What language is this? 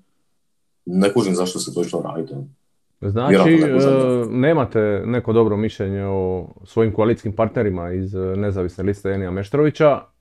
Croatian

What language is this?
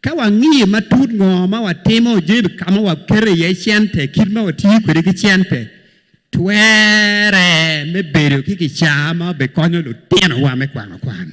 Acoli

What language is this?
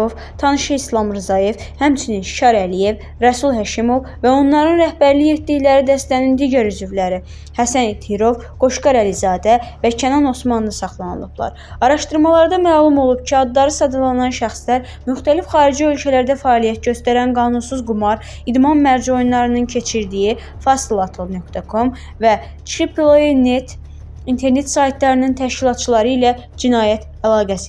Azerbaijani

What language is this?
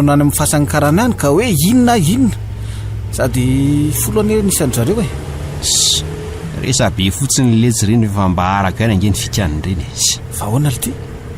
Malagasy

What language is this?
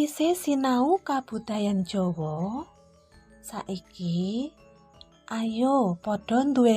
Javanese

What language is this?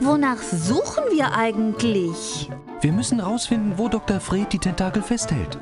Bavarian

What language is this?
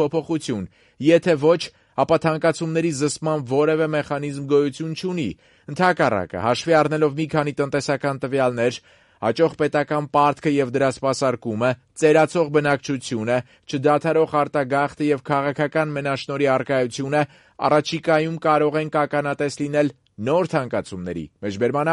Armenian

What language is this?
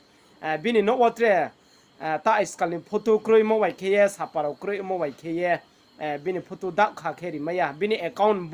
Riang (India)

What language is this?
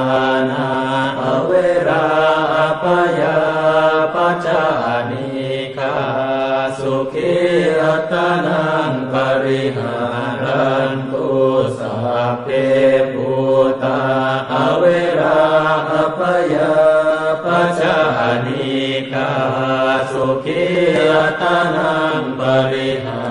Pali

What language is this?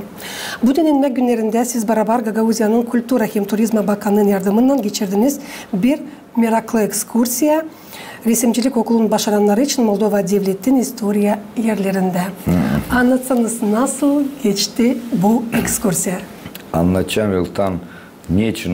Gagauz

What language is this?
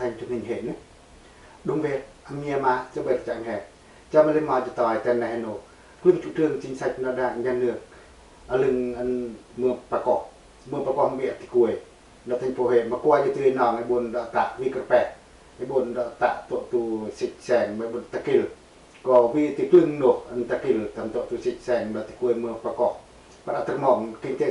Pacoh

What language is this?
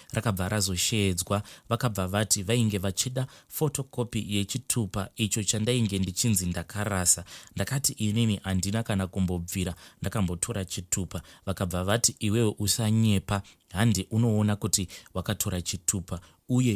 Shona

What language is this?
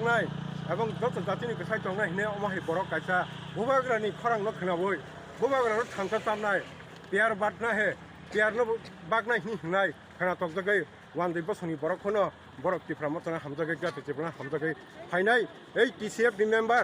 Kok Borok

